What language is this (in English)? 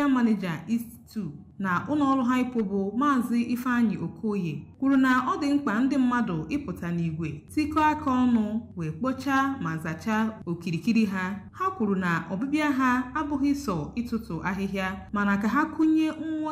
Igbo